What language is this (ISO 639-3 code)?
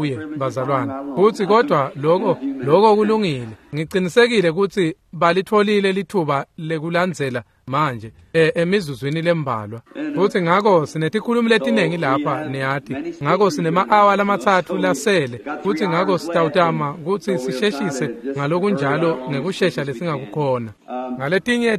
ssw